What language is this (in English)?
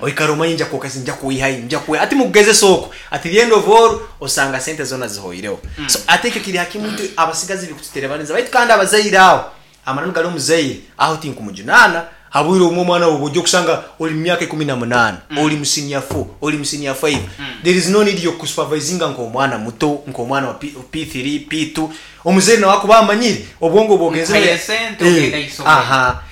Nyankole